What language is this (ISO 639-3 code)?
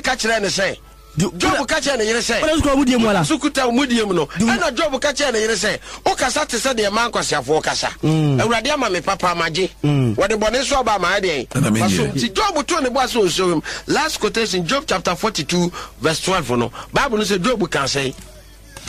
aka